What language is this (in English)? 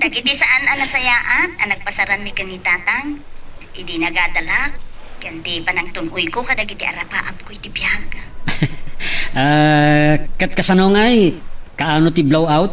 Iloko